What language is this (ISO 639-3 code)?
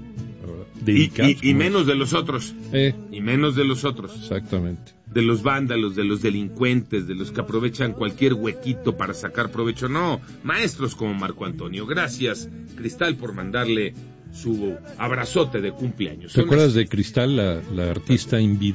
spa